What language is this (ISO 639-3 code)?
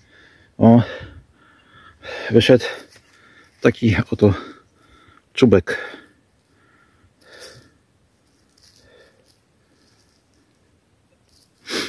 pol